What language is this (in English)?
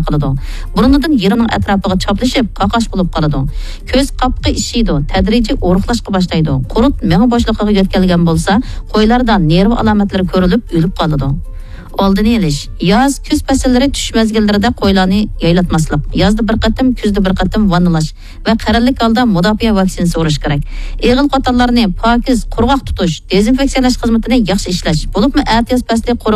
Uyghur